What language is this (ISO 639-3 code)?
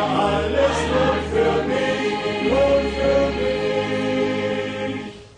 ces